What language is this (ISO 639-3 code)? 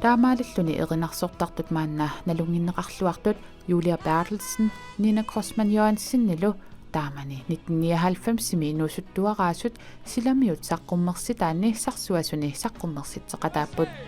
kal